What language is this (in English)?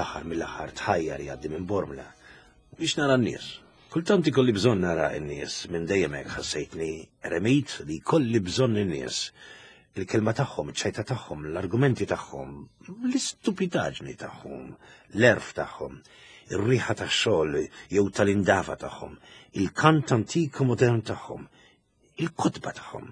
Maltese